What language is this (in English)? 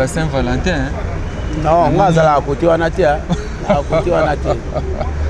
Lingala